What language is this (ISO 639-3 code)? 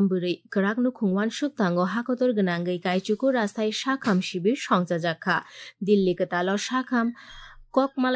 trp